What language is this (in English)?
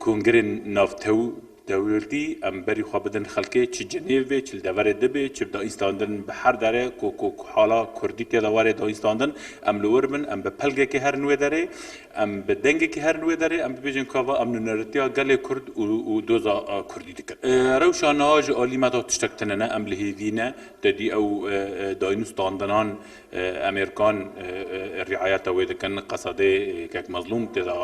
Kurdish